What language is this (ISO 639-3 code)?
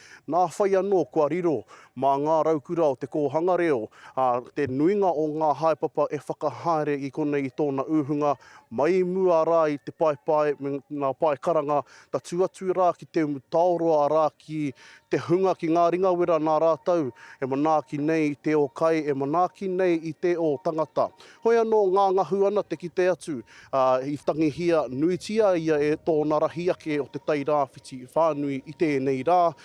mri